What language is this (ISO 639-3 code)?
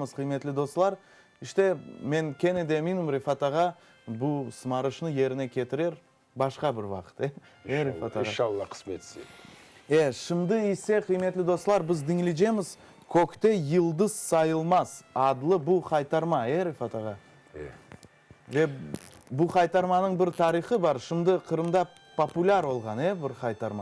crh